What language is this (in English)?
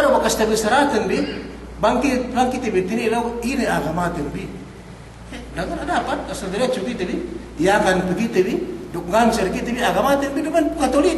Yakan